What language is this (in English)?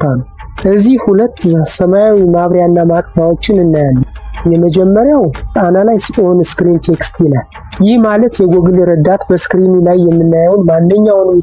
Amharic